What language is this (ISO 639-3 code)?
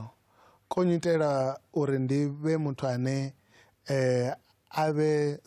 ven